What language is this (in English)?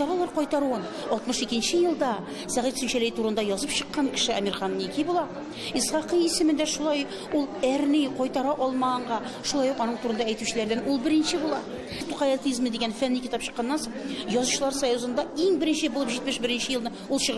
Tatar